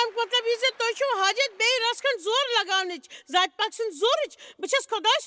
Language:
Kashmiri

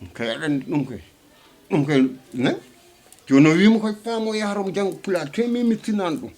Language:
Fula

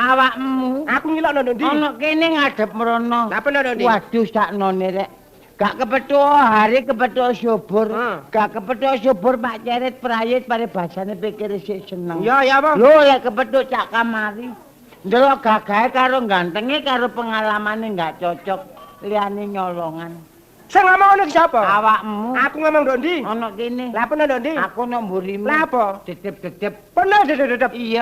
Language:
Javanese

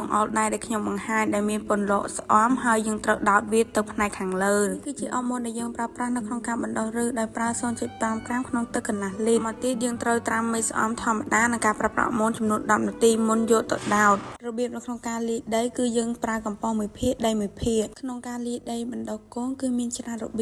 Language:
Khmer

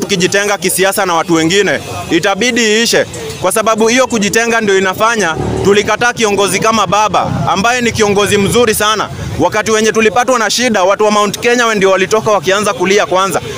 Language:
Swahili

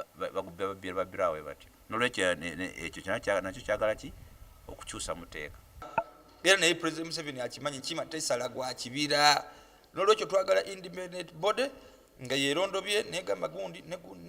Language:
Ganda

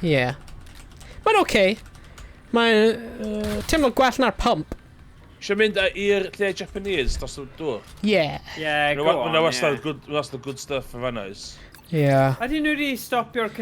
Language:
Welsh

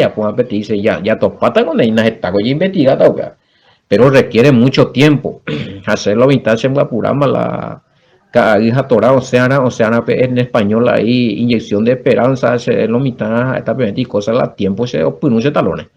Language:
Guarani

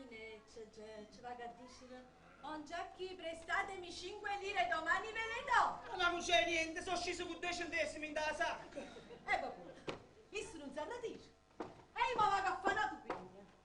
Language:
Neapolitan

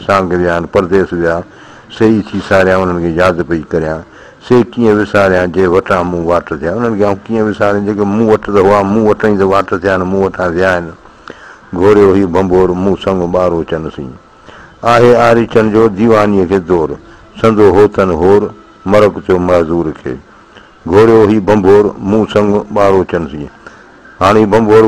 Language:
Sindhi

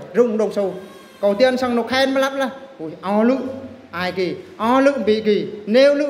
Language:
Eastern Bru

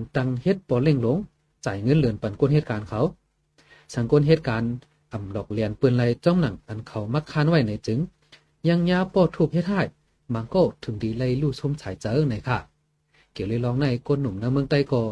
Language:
Shan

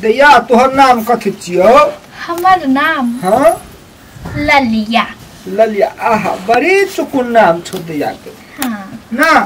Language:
Maithili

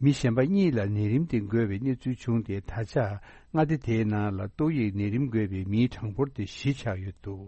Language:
Tibetan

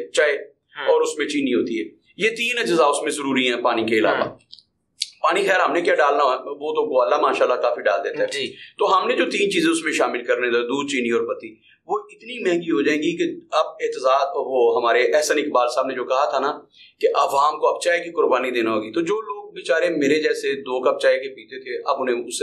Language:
Urdu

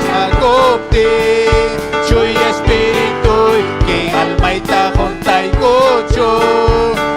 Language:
Ayacucho Quechua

